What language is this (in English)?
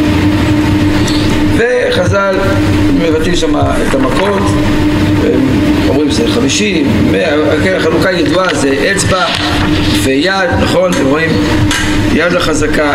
Hebrew